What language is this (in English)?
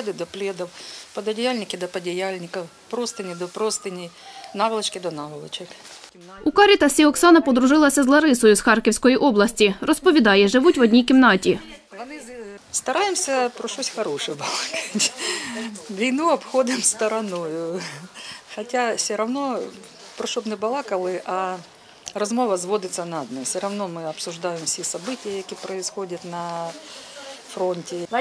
Ukrainian